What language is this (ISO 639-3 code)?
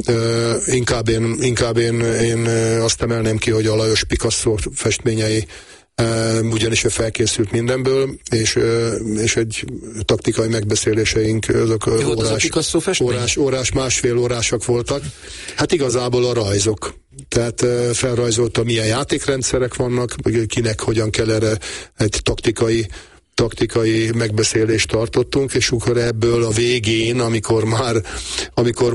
hun